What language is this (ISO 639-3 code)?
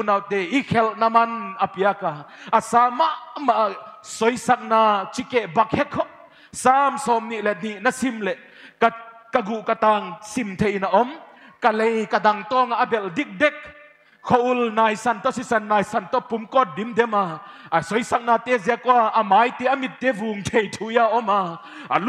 pck